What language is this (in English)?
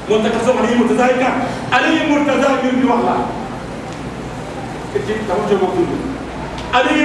Urdu